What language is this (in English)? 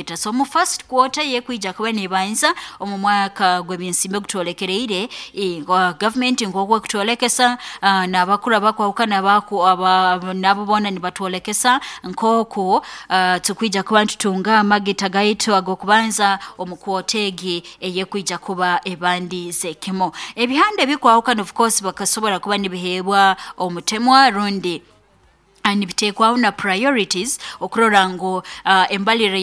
Nyoro